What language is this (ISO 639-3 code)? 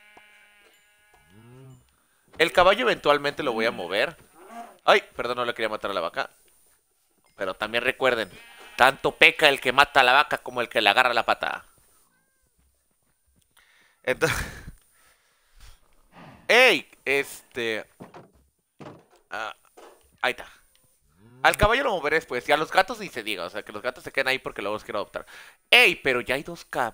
spa